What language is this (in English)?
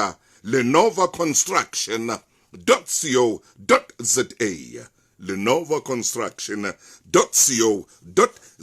Southern Sotho